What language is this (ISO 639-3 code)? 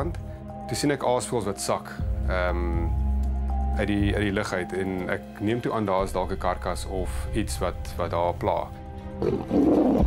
afr